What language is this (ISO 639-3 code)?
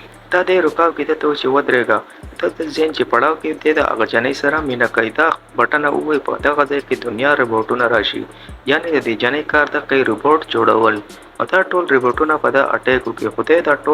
pus